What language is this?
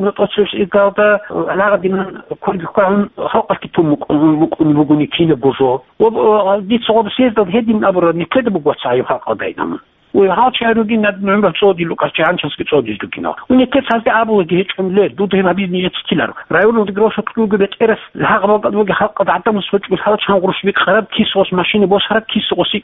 Avaric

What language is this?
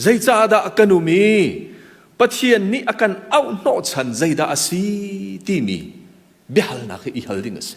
Hakha Chin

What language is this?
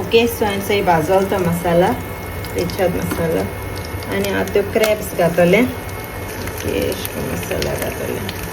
Konkani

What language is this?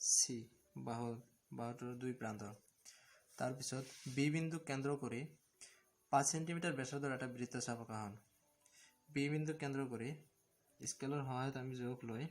Assamese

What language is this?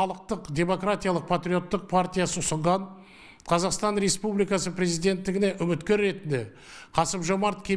Kazakh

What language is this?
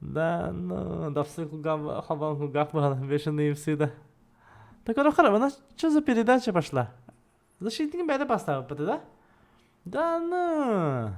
Yakut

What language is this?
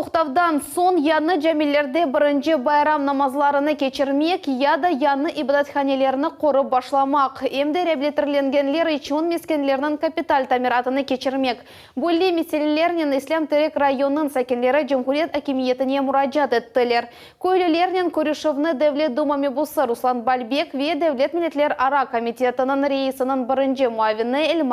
Crimean Tatar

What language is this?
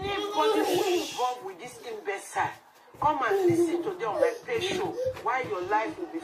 Nigerian Pidgin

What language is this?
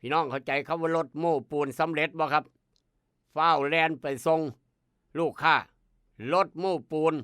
Northeastern Thai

